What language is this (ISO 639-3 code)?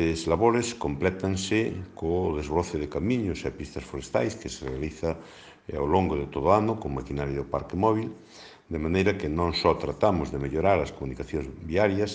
glg